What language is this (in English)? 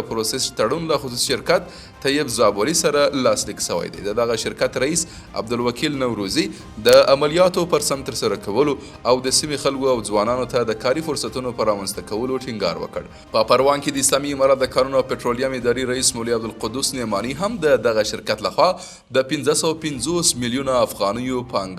Pashto